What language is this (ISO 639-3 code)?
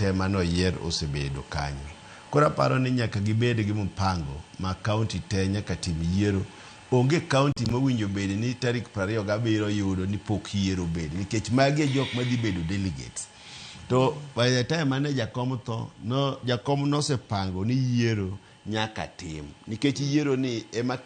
luo